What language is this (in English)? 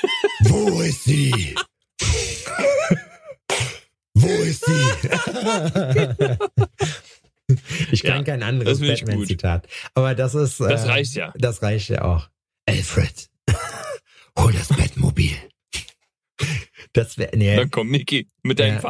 German